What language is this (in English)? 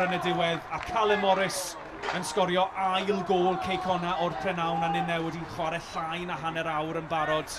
Welsh